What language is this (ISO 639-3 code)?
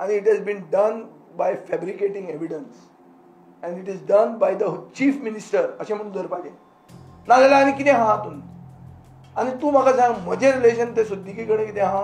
kok